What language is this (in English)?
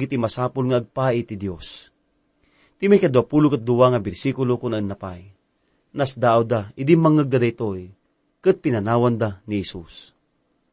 Iloko